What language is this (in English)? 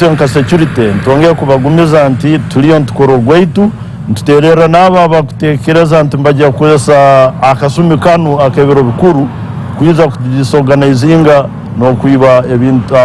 Nyankole